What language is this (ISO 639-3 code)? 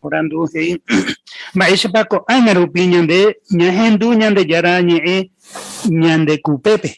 grn